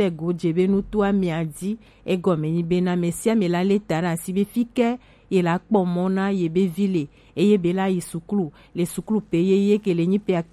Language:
Gen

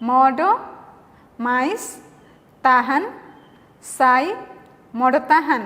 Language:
Tetum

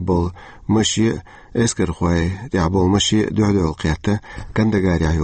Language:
Chechen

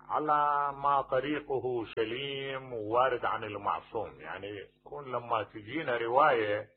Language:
Mesopotamian Arabic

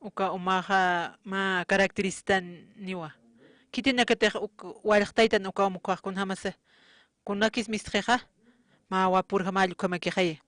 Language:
Aymara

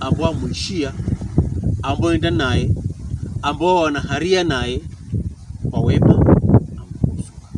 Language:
Pokomo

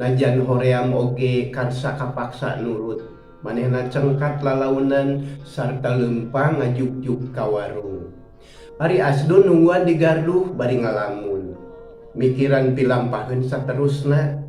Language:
Sundanese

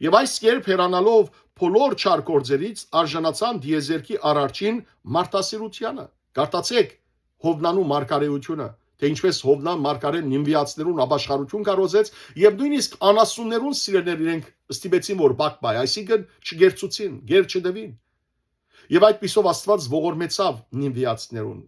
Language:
Western Armenian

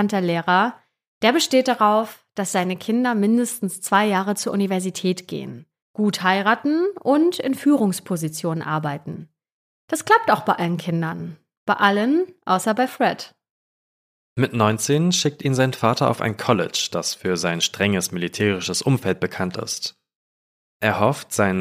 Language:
German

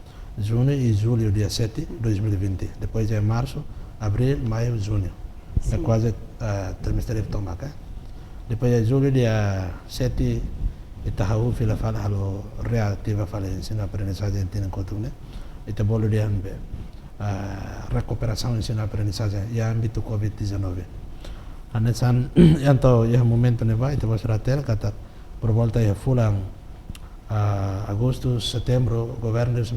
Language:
Tetum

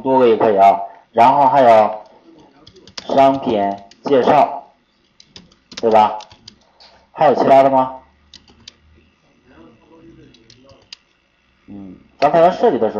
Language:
Chinese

